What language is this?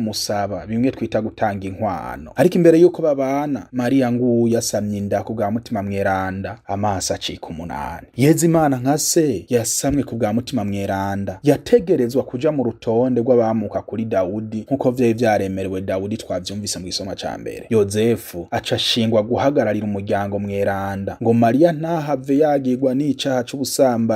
Rundi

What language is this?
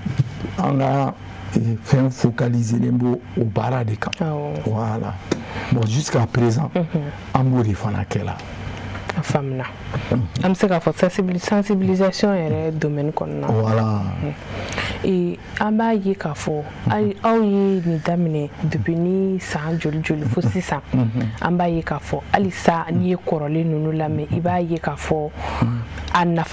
Bambara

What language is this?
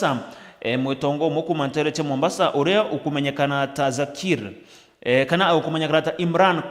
Meru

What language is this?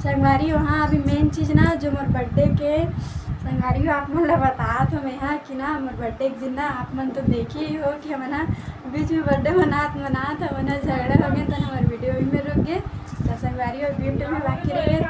Chhattisgarhi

